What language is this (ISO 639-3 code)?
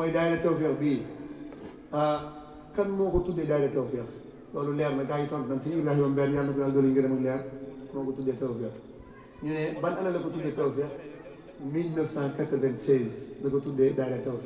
wol